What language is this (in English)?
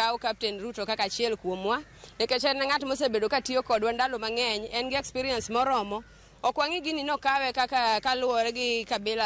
Luo (Kenya and Tanzania)